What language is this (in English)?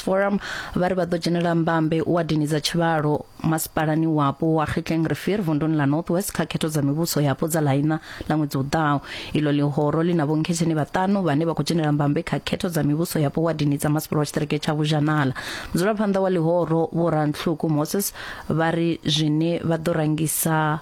Venda